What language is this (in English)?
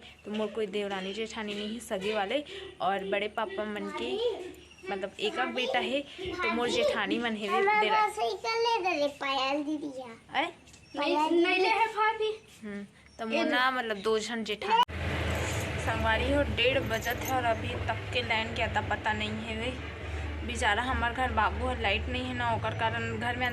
Chhattisgarhi